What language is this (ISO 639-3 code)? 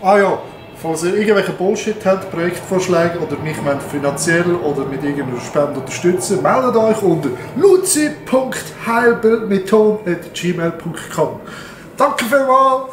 gsw